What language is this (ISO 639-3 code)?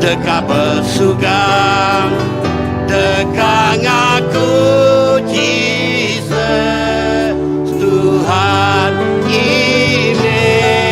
iba